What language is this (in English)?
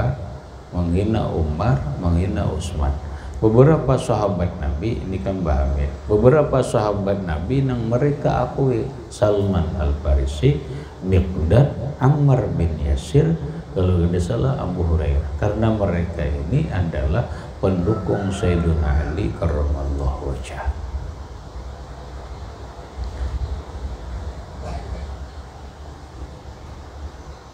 Indonesian